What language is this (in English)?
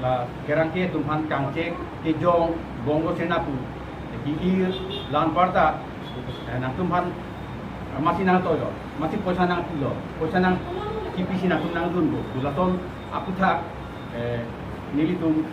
Karbi